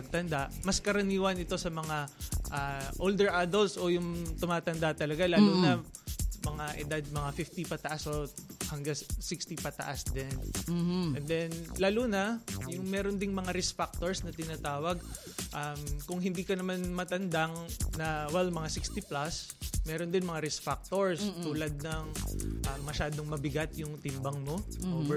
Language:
Filipino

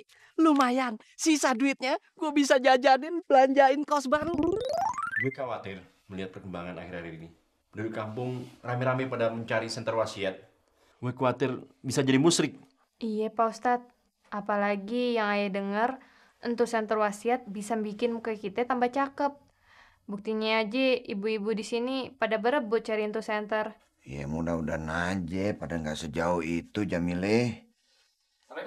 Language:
Betawi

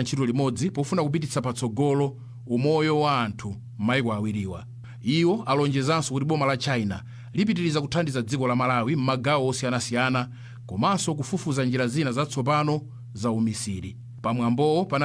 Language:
Nyanja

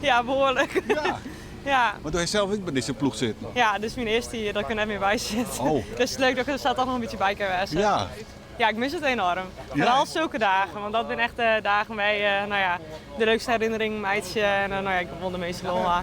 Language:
Western Frisian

